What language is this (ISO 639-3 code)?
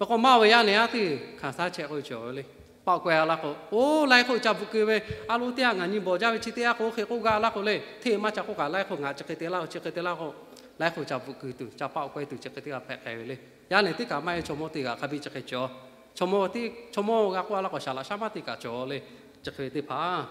lhu